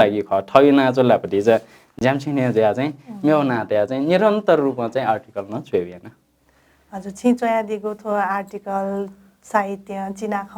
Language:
Newari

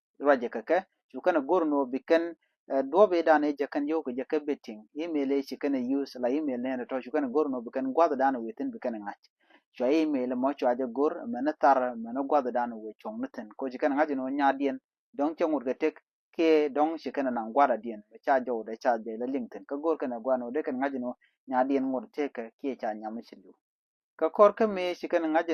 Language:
Nuer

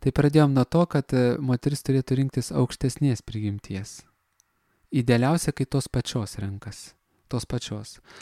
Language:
Lithuanian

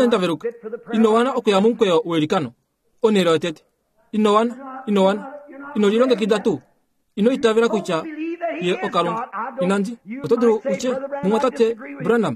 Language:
Kuanyama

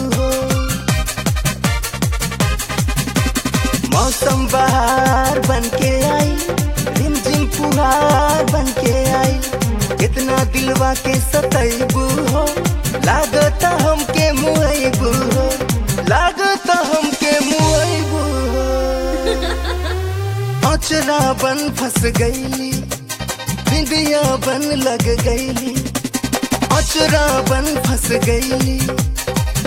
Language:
Bhojpuri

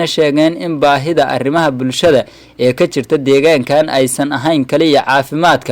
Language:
Somali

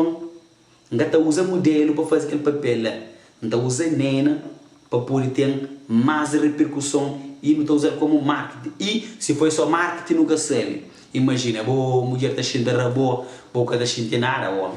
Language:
Kabuverdianu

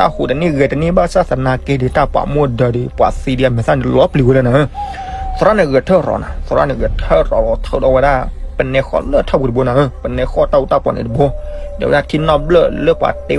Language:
S'gaw Karen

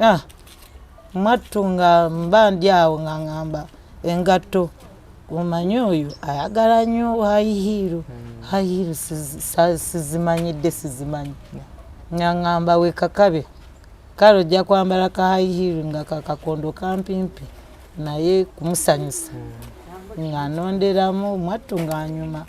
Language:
Ganda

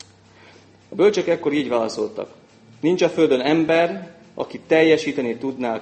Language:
Hungarian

